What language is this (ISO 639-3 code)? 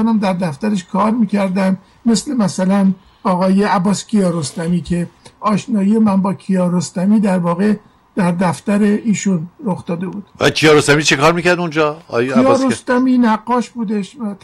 fas